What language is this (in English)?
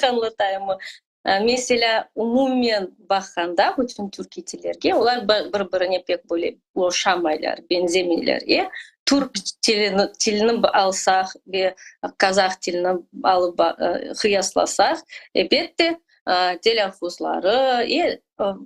Crimean Tatar